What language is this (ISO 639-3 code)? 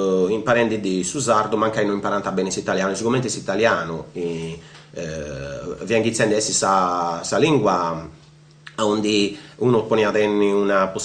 srd